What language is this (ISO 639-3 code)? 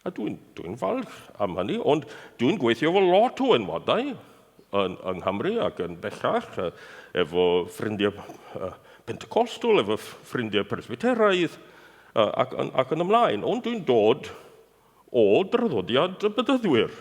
cym